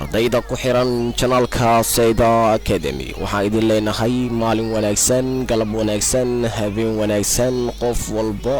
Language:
Somali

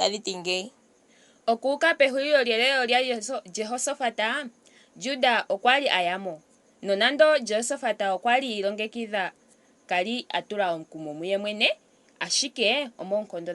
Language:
Ndonga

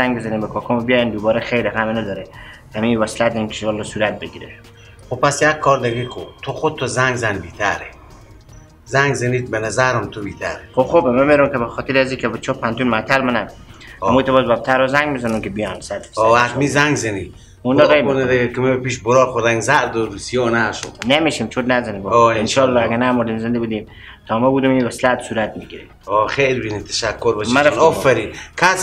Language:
Persian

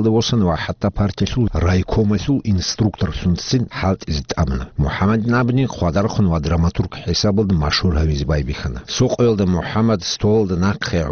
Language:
Avaric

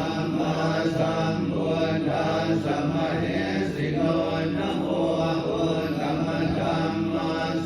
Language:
Pali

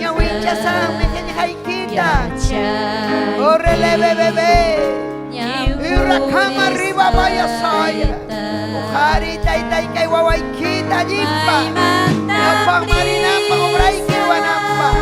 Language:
Ayacucho Quechua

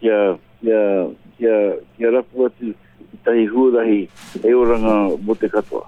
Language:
Māori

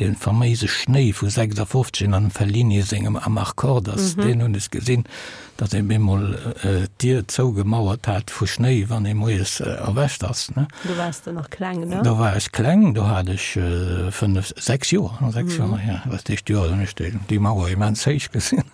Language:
Luxembourgish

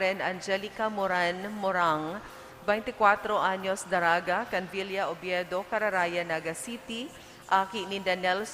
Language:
Bikol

